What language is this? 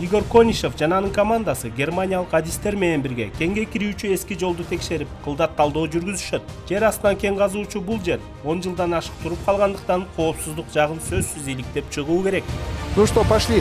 Kyrgyz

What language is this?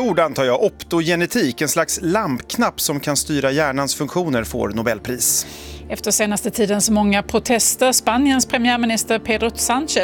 Swedish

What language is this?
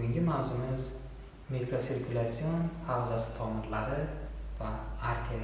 Uzbek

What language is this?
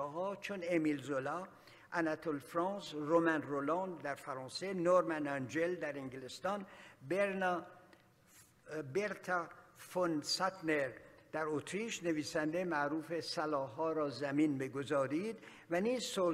Persian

